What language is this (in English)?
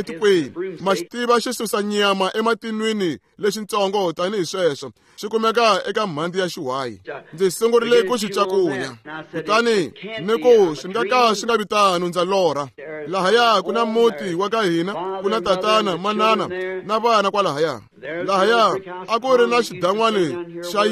Tsonga